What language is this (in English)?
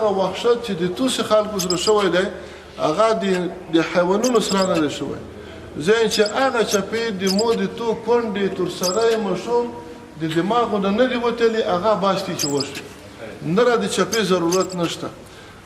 Pashto